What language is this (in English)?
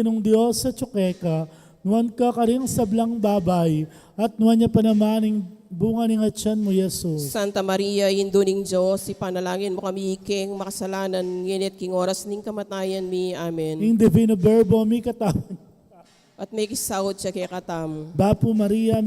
Pampanga